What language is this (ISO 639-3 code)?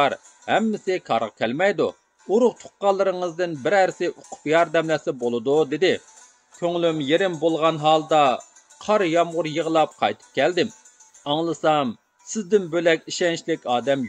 uig